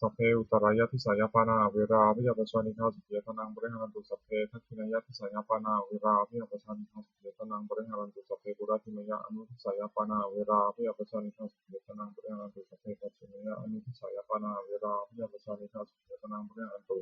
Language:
Pali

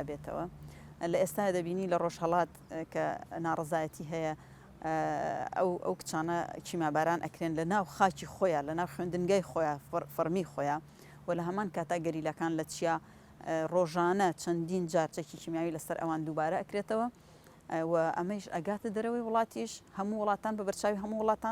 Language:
Central Kurdish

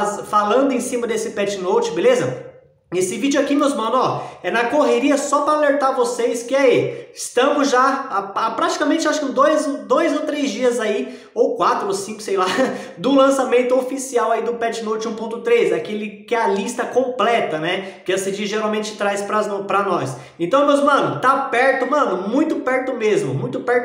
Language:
Portuguese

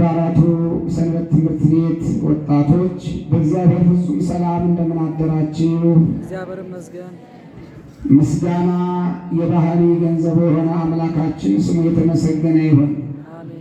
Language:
Amharic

